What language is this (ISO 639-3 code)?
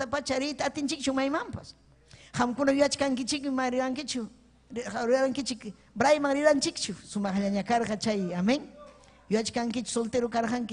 quy